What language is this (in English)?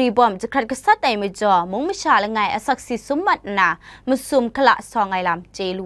Kachin